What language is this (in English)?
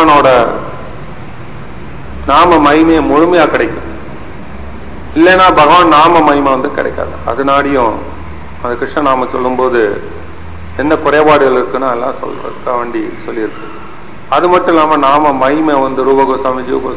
Tamil